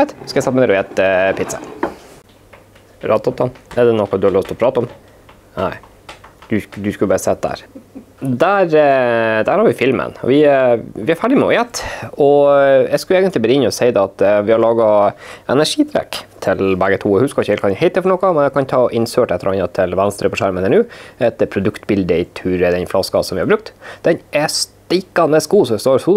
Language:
Norwegian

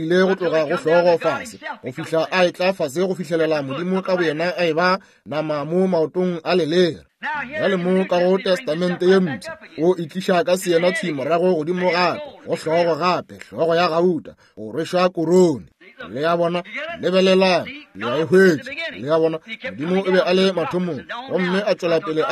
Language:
Northern Sotho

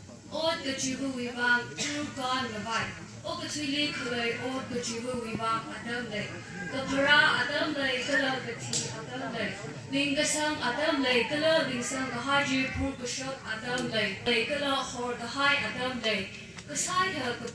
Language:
Tangkhul Naga (India)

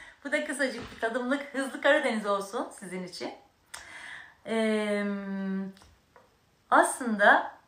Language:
Turkish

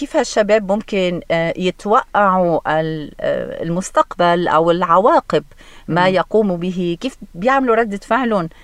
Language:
North Levantine Arabic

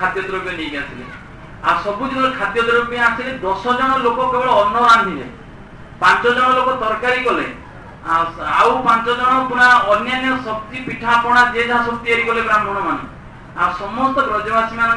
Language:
Odia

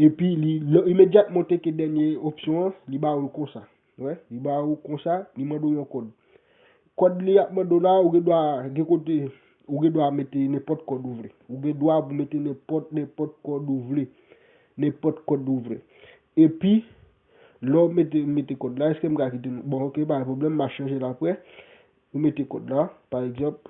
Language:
Haitian Creole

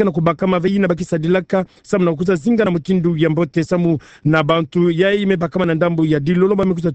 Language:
Kituba (Democratic Republic of Congo)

